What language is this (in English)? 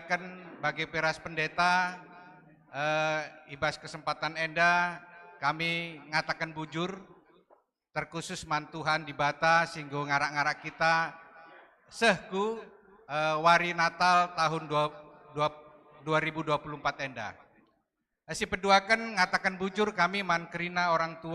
Batak Karo